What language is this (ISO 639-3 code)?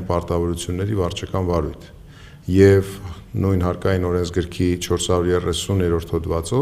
hye